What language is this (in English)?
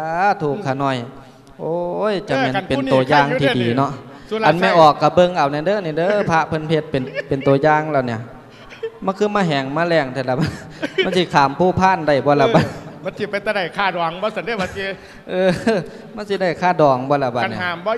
Lao